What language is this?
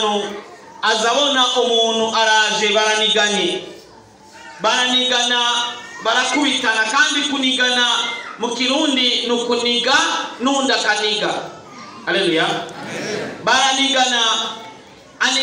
Rundi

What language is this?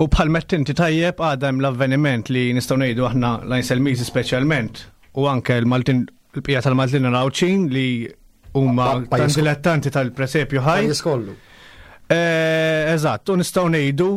Maltese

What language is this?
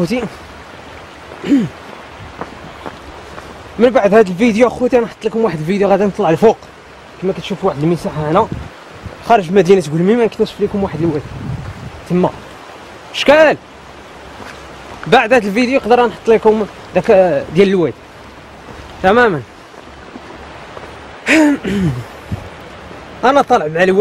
Moroccan Arabic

